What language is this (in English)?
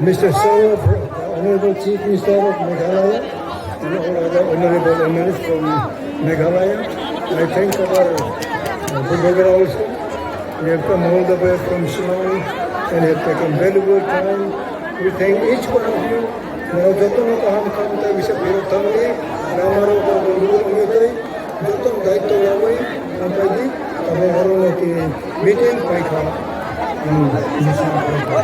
Kok Borok